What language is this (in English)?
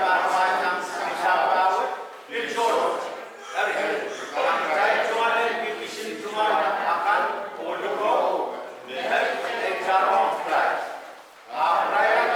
Pohnpeian